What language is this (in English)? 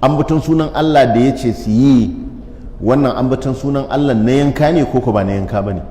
Hausa